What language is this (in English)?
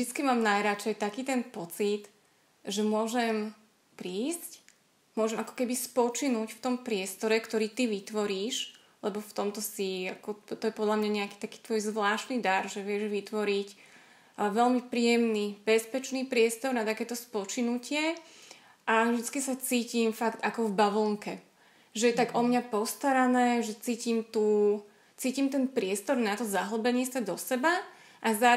Slovak